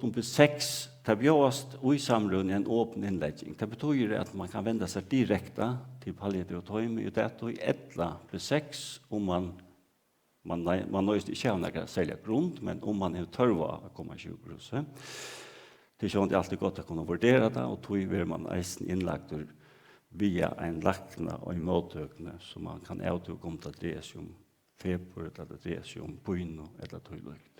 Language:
Faroese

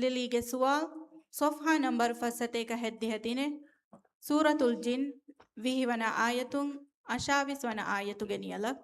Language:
Divehi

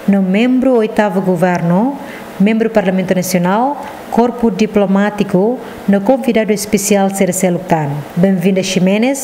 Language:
Tetum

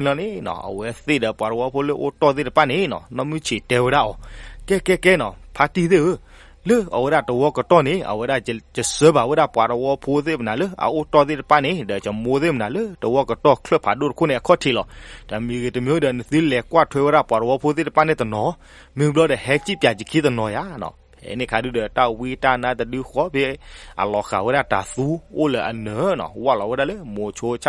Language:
S'gaw Karen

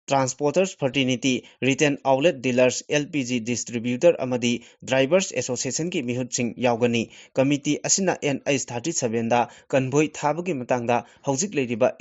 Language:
Manipuri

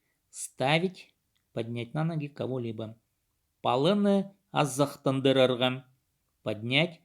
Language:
Khakas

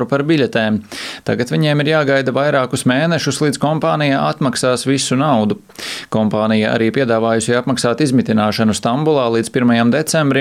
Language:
Latvian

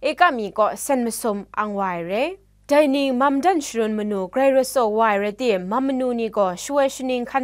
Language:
Kachin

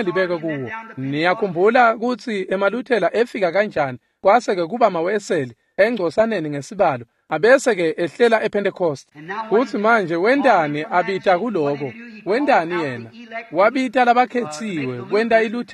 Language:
Swati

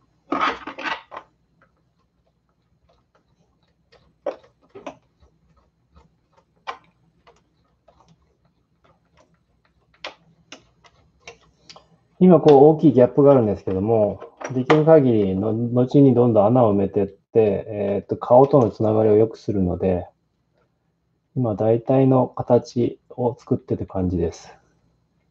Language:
Japanese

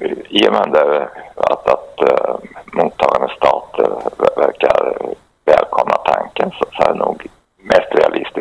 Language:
Swedish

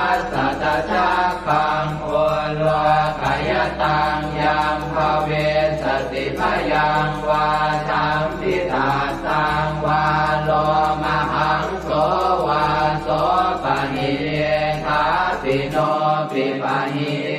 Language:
Pali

